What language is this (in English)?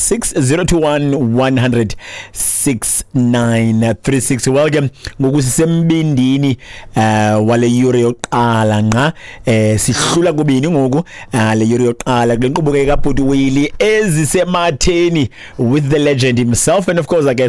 Xhosa